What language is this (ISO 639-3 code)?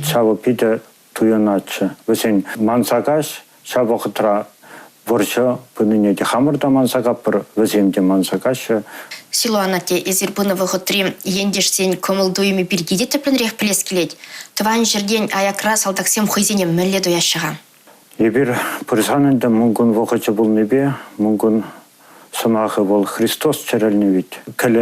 chv